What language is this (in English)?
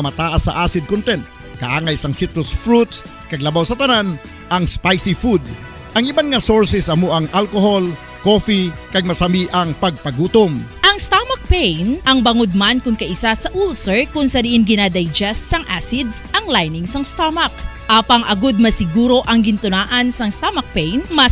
Hiligaynon